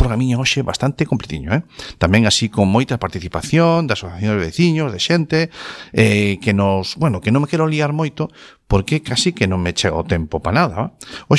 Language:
Galician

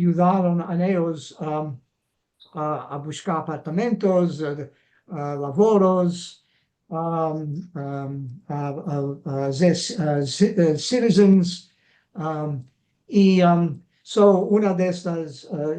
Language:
Ladino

